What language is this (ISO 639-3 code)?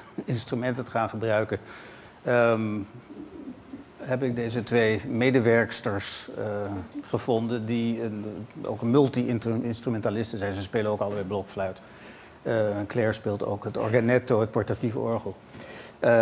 nld